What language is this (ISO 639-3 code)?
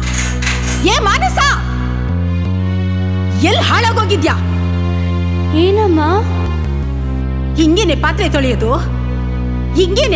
kan